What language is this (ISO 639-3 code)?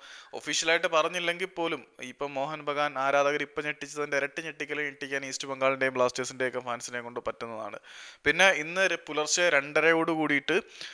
mal